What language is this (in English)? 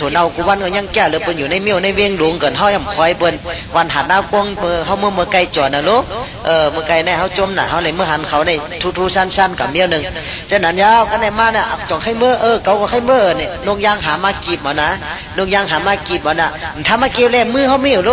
Shan